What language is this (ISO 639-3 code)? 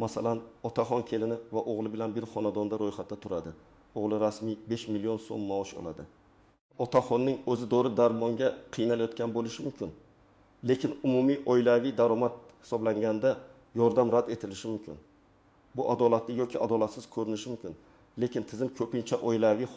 uzb